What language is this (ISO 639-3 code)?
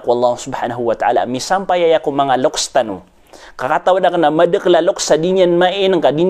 mrw